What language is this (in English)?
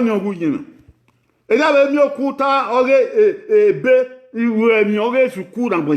Bini